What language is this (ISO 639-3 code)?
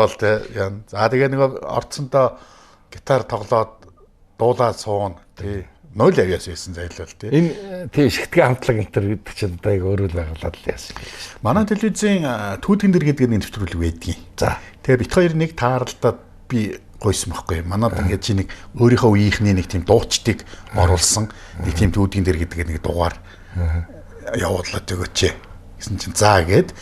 mon